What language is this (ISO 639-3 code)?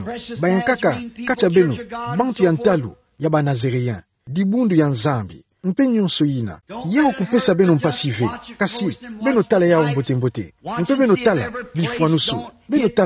ktu